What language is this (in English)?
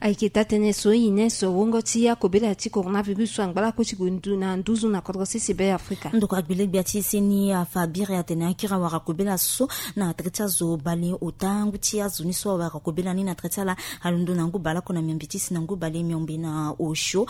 Sango